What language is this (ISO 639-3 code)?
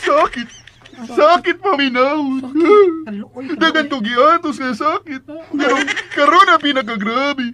ceb